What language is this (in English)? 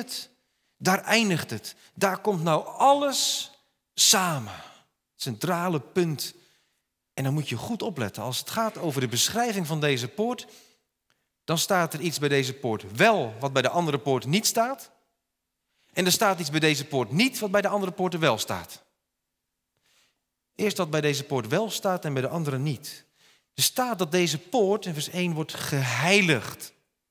Dutch